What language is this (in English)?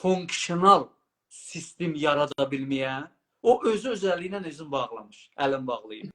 South Azerbaijani